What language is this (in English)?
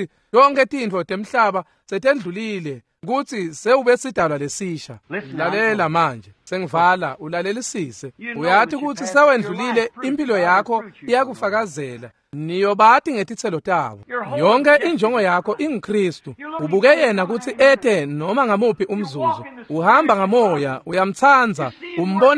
Swati